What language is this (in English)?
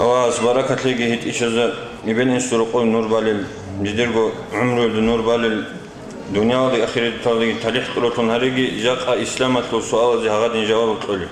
Avaric